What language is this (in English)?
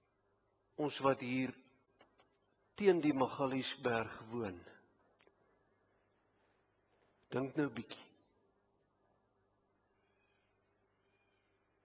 Afrikaans